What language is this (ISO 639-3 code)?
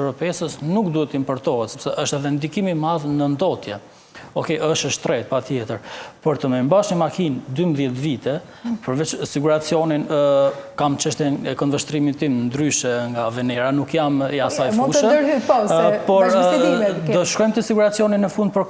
sqi